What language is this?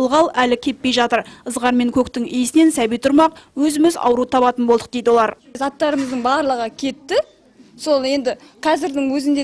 Kazakh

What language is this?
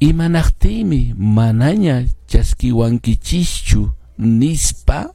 Quechua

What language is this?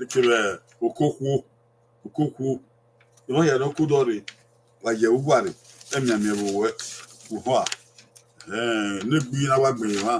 Bini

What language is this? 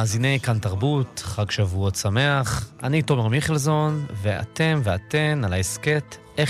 Hebrew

